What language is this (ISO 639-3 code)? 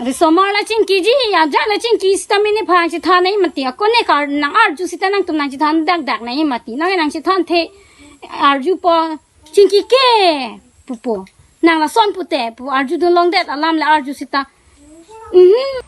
mjw